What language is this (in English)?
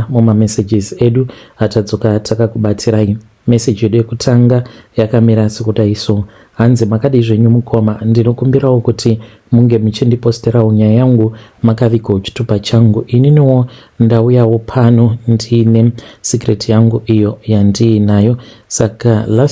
Shona